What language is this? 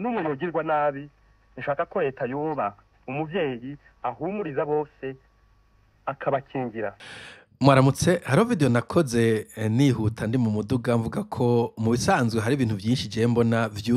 Rundi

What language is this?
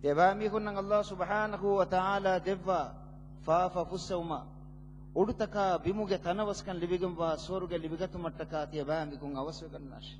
Divehi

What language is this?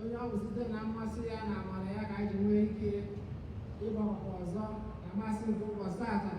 Igbo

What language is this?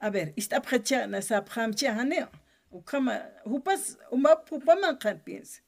Aymara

